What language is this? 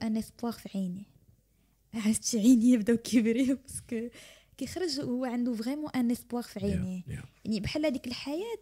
Moroccan Arabic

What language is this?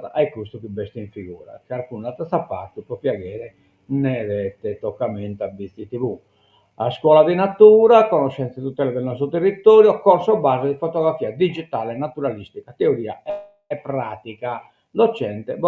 Sardinian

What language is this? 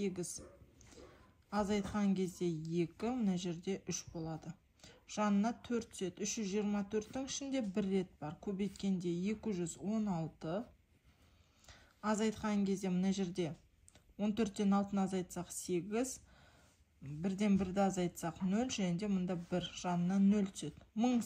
Kazakh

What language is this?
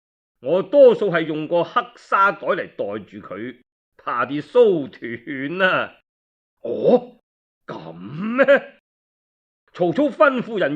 Cantonese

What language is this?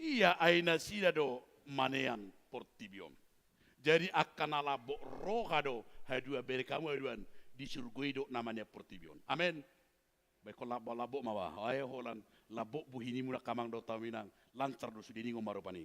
Batak Toba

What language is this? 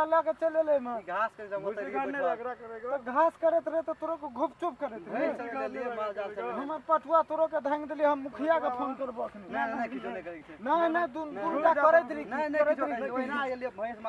Maithili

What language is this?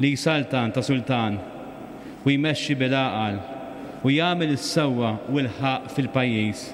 Maltese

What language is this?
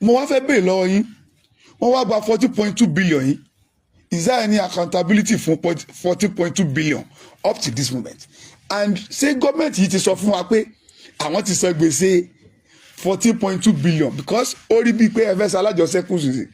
Yoruba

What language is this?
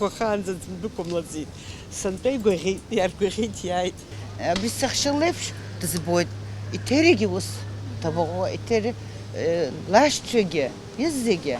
Abkhazian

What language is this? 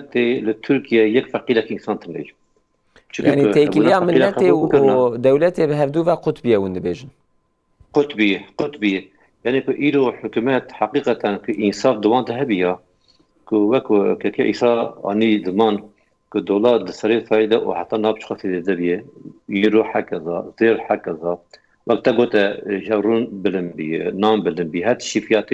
Kurdish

